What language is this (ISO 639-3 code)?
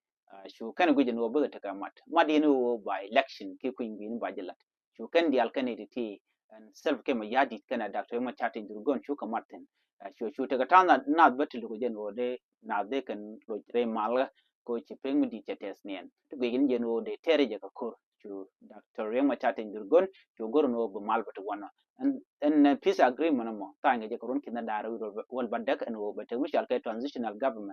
nus